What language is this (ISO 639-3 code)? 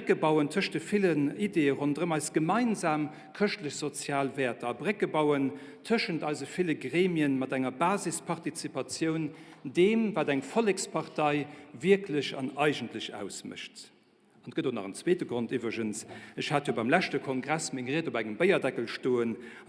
ltz